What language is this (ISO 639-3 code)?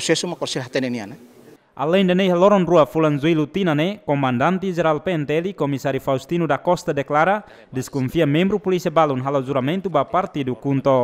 tet